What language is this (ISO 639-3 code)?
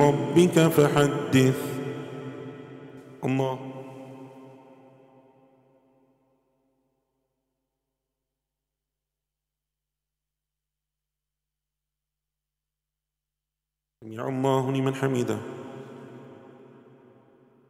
eng